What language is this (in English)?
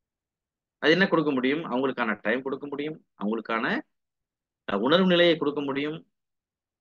Tamil